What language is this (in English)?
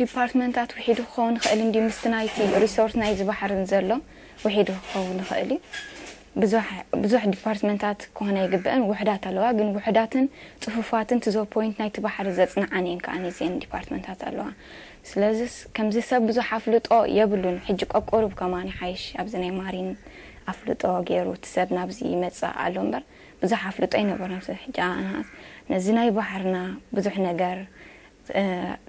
Tigrinya